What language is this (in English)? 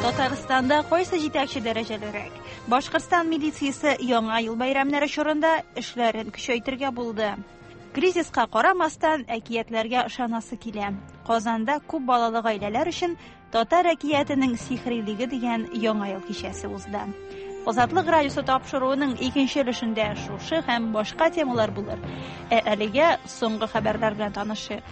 Tatar